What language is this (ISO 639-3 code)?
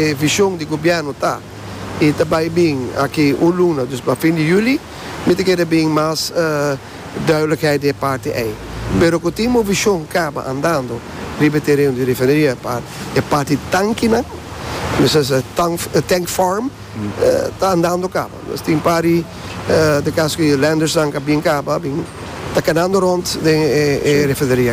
pap